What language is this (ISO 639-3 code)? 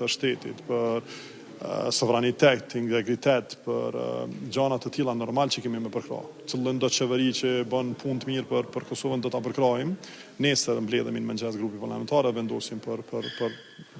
sqi